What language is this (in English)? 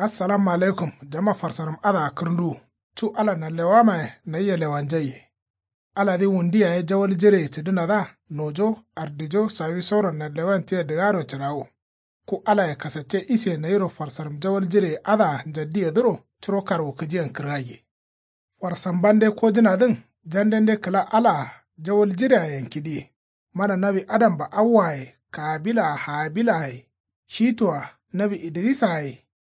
Kanuri